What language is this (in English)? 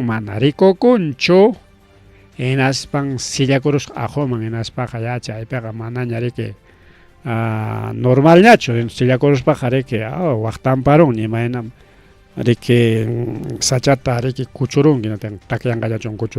Ayacucho Quechua